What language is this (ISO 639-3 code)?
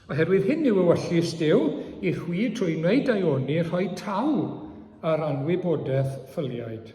cym